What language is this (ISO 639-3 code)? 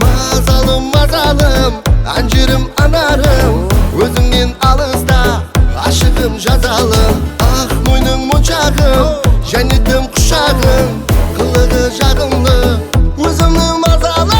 kaa